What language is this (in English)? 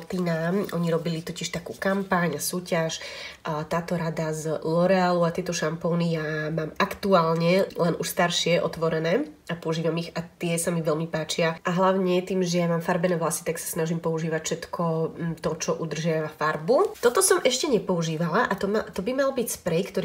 Slovak